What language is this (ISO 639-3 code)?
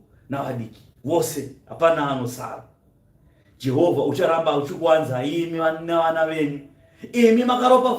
sna